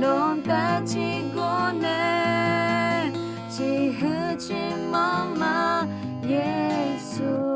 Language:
Akha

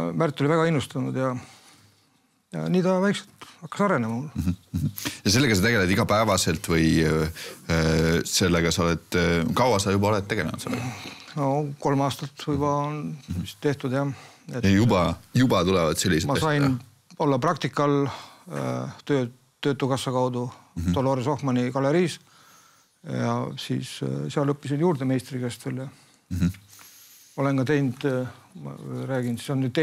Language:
Estonian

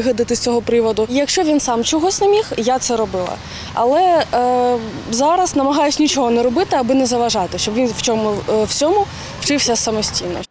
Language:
Ukrainian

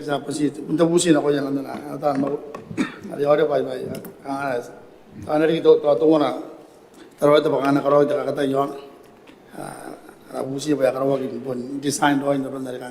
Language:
Gilbertese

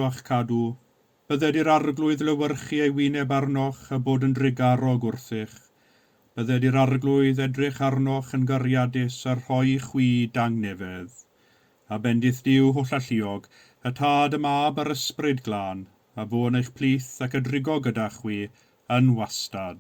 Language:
Welsh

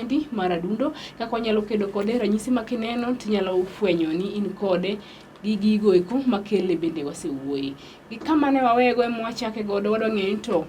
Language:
Luo (Kenya and Tanzania)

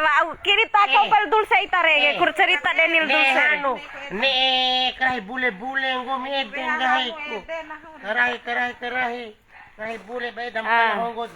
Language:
Bima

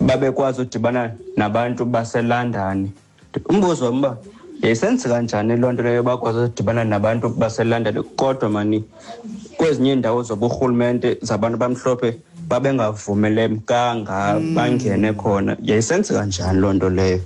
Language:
Xhosa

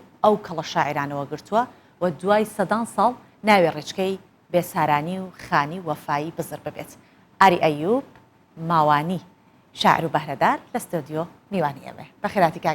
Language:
Central Kurdish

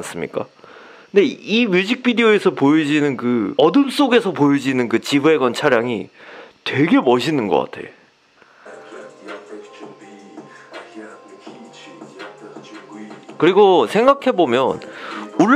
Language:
Korean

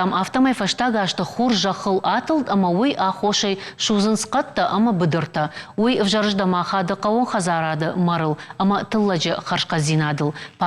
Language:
Ossetic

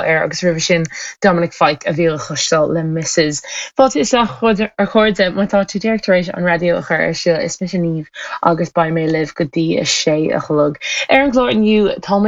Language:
Irish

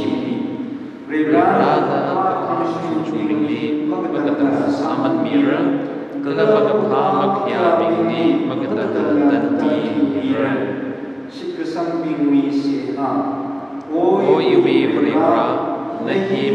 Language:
Tangkhul Naga (India)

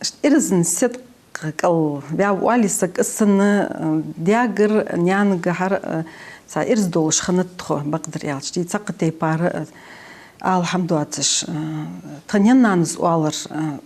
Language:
Ingush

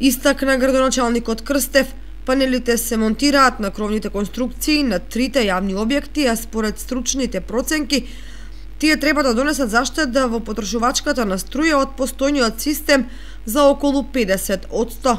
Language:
Macedonian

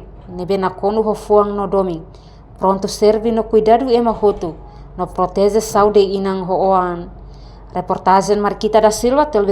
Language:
Tetum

